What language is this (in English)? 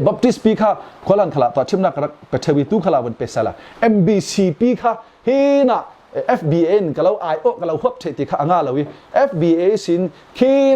Falam Chin